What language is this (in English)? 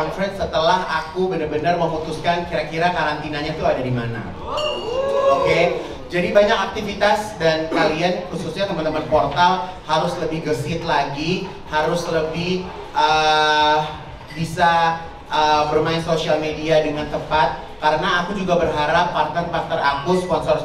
Indonesian